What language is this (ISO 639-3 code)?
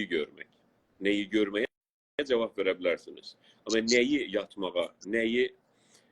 azb